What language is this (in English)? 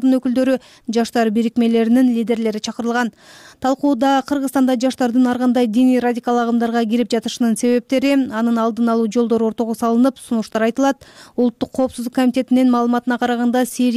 Kyrgyz